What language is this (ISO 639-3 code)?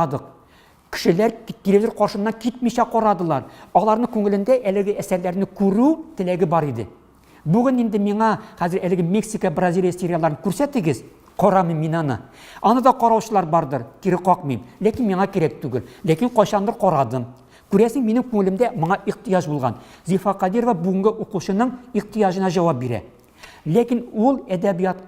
tat